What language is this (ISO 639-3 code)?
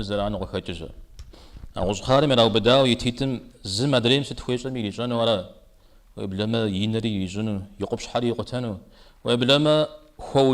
kbd